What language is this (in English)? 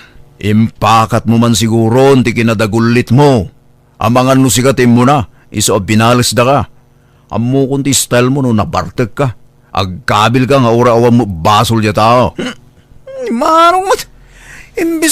Iloko